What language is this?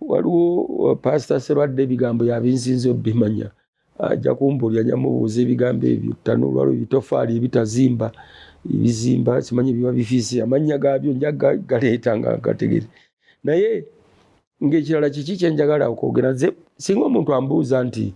Ganda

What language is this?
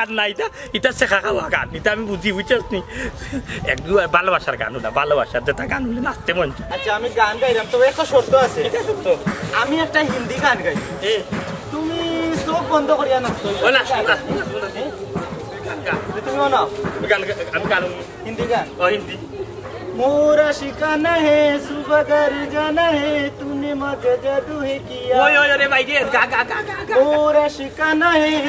Sylheti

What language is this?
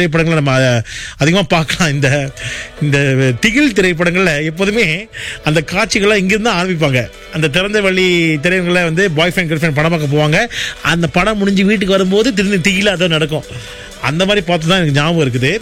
Tamil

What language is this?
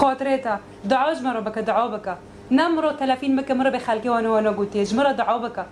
Kurdish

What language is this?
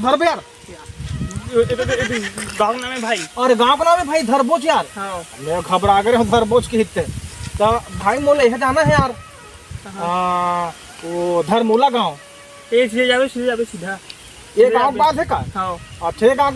Chhattisgarhi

